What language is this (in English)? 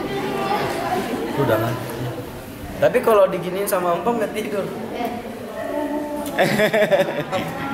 Indonesian